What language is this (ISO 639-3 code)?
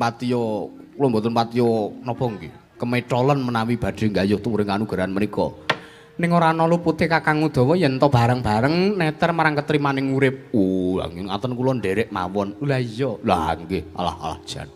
jav